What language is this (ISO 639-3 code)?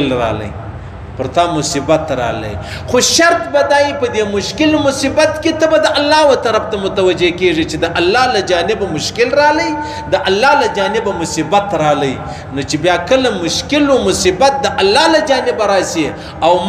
pus